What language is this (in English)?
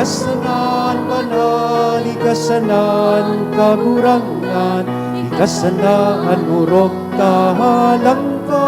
Bikol